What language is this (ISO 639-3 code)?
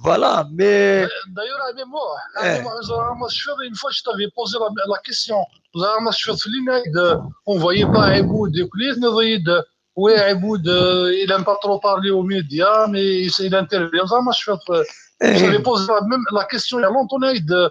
kab